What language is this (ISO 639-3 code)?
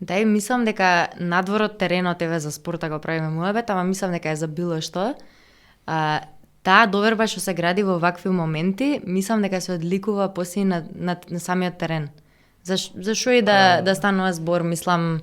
mkd